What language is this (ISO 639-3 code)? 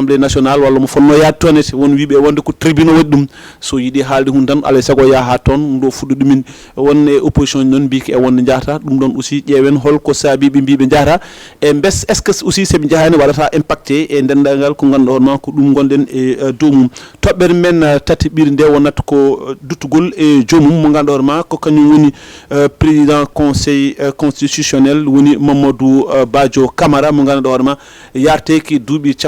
ful